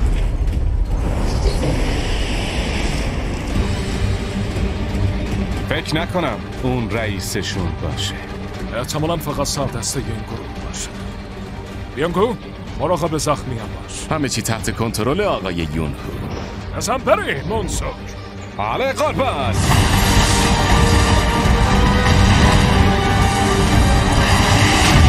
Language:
Persian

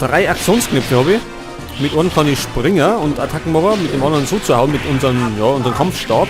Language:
Bavarian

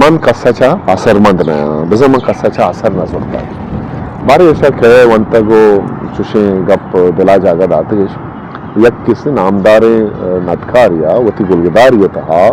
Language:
Eastern Balochi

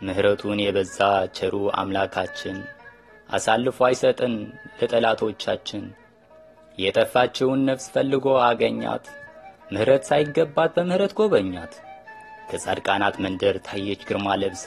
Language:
Amharic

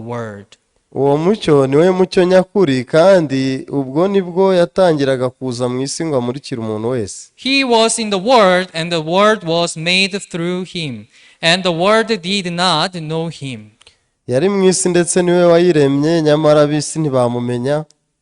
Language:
Kinyarwanda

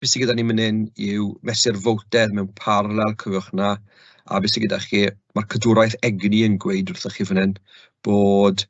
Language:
Welsh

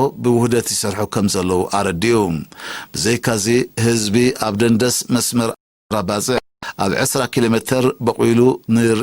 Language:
Tigrinya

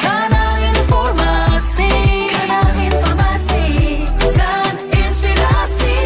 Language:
Manado Malay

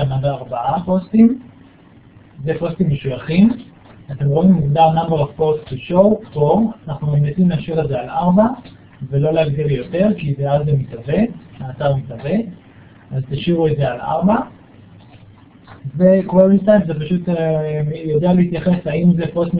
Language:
Hebrew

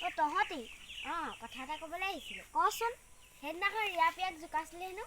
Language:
Assamese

